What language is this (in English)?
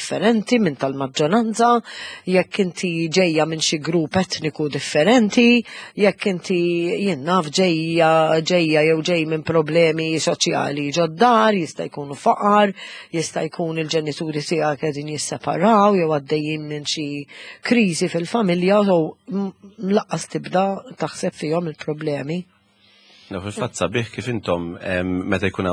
Maltese